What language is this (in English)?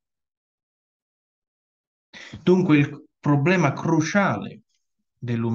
Italian